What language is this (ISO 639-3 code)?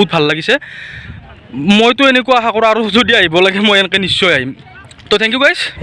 asm